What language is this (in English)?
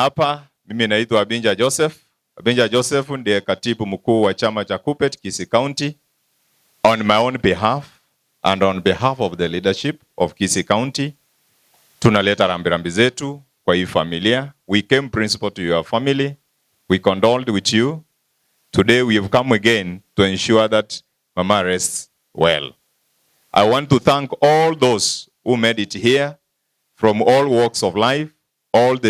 Gusii